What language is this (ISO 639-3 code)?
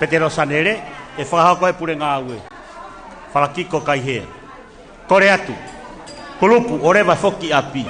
ton